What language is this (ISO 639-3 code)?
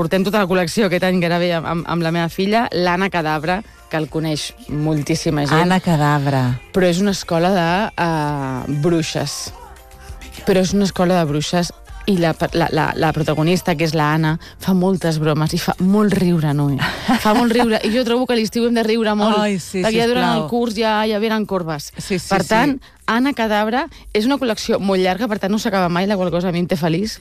cat